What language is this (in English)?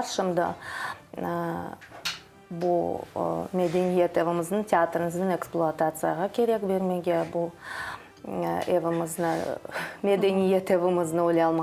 Crimean Tatar